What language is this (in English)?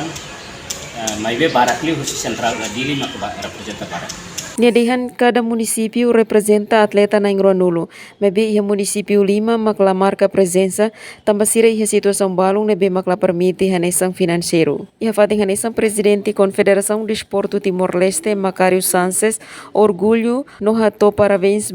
Tetum